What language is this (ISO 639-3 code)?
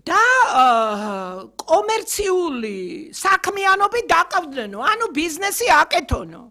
kat